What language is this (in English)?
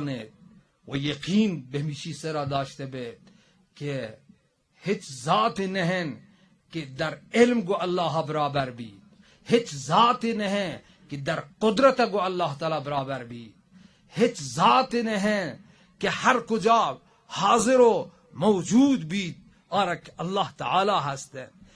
Baluchi